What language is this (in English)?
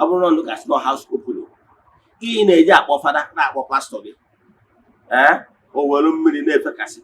Igbo